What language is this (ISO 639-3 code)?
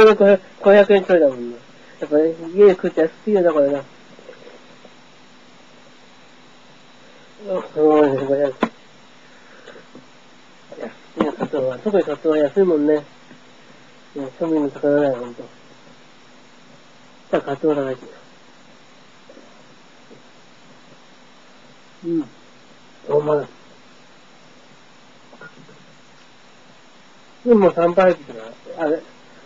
jpn